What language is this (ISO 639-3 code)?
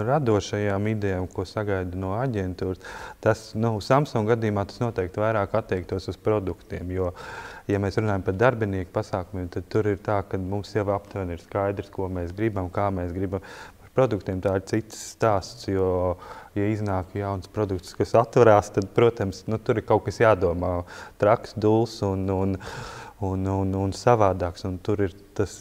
lav